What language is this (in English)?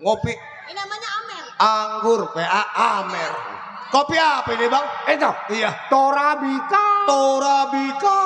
Betawi